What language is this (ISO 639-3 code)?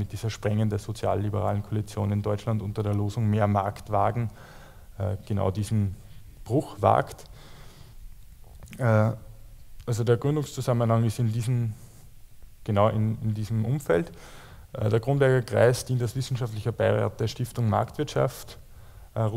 deu